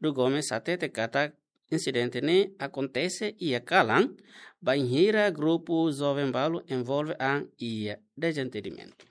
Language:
Tetum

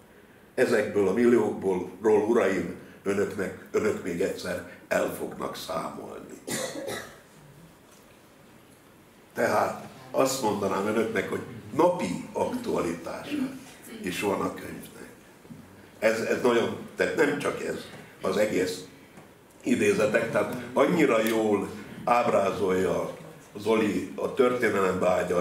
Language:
Hungarian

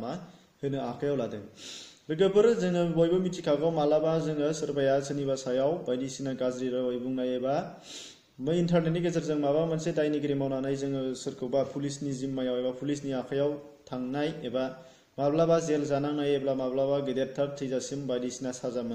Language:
Bodo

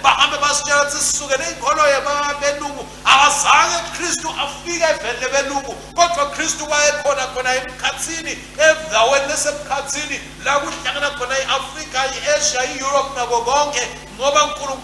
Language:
Swati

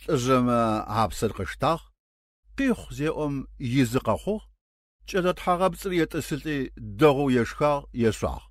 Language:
Adyghe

